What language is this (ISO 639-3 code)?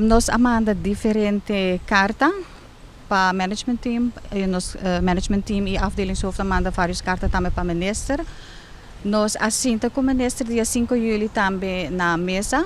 pap